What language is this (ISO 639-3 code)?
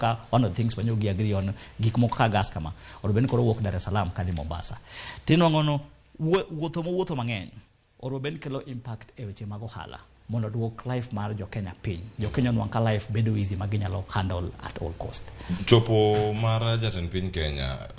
luo